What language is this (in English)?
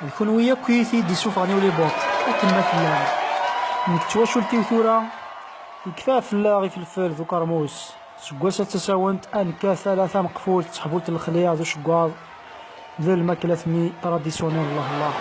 Kabyle